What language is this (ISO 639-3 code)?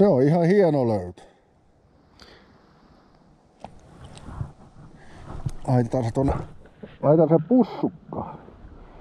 fin